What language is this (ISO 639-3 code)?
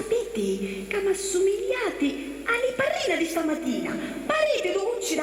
scn